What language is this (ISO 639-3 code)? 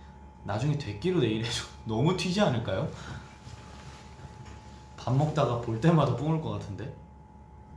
kor